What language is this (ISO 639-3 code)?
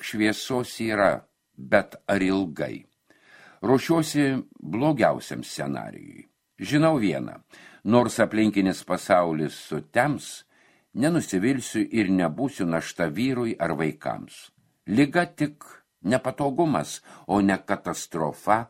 lit